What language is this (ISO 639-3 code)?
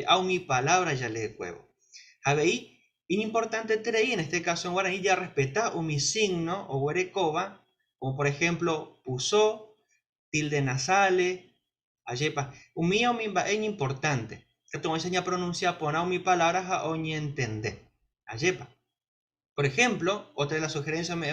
grn